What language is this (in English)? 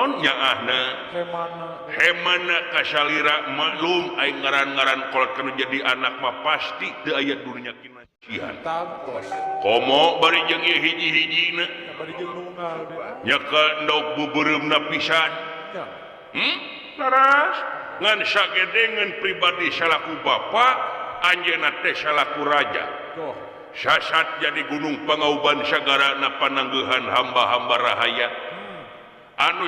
Sundanese